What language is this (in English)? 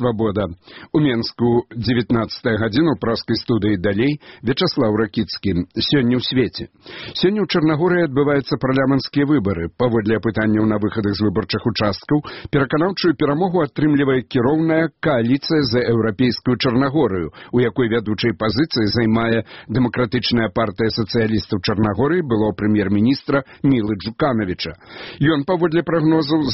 Belarusian